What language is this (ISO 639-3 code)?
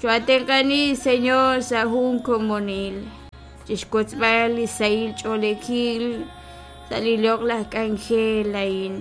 kek